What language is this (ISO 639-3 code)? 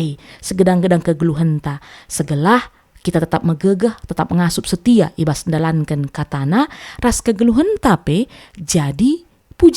btx